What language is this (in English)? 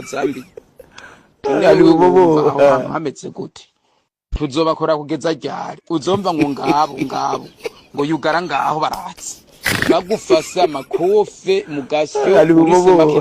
Rundi